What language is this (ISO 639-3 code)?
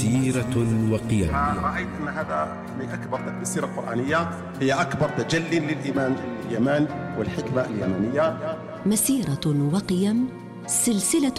ara